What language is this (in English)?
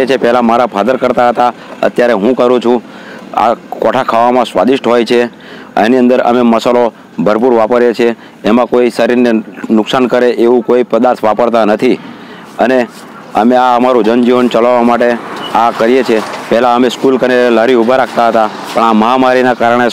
Gujarati